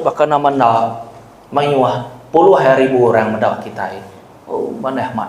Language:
Iban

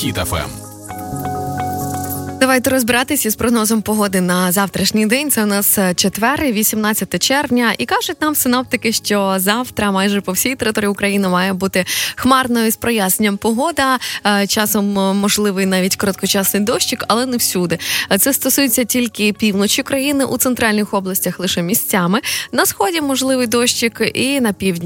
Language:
Ukrainian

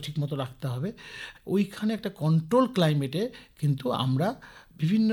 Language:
Bangla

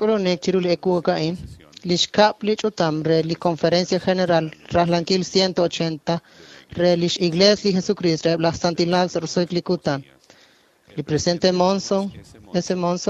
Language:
Kekchí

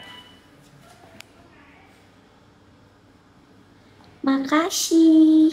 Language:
Vietnamese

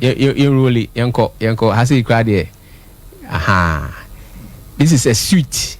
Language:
Akan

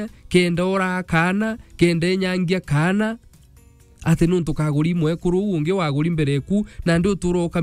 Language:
Meru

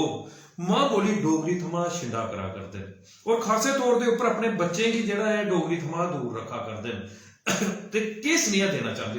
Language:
Dogri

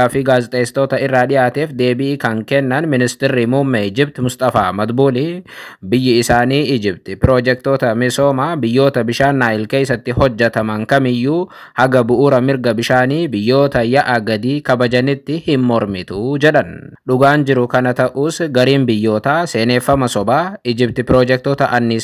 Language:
Oromo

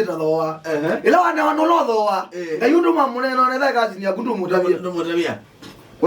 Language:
Kamba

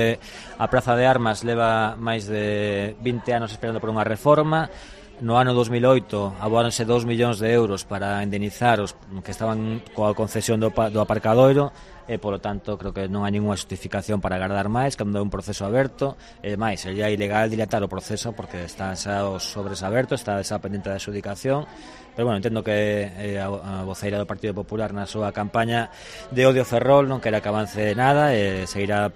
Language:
Galician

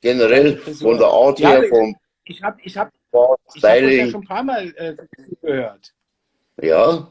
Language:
Bavarian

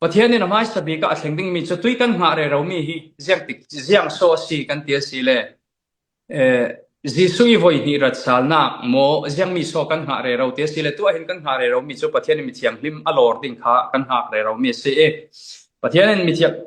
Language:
Falam Chin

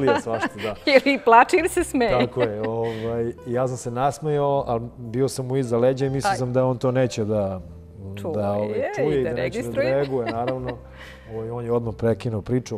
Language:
Serbian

